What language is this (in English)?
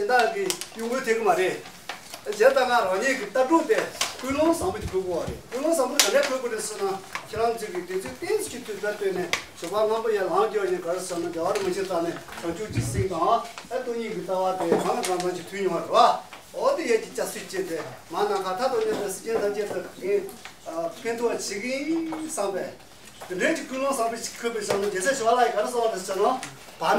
Tibetan